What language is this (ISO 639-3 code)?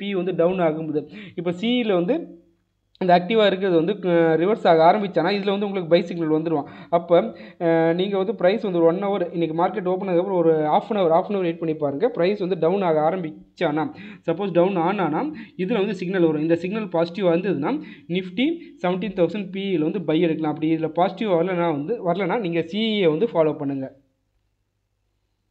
tam